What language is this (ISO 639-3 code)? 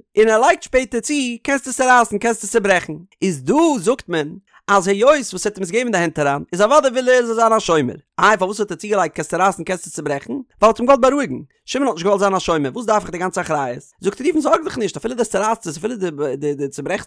yid